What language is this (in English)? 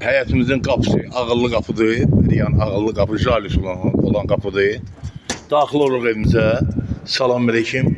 Azerbaijani